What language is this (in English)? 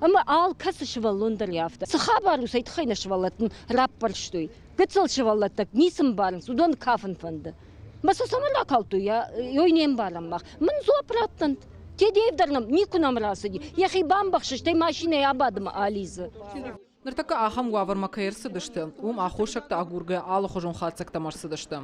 Ossetic